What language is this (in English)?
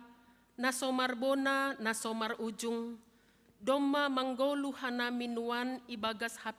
Batak Simalungun